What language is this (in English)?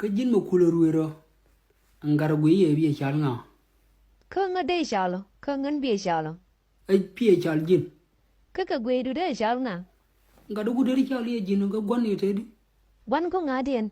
Nuer